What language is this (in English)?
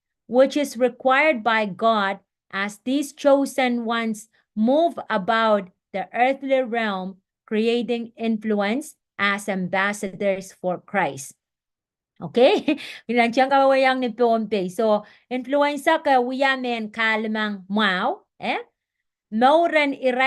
Pohnpeian